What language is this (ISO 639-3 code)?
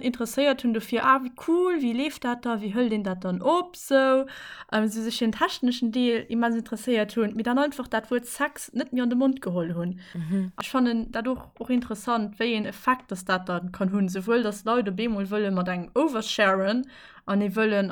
ltz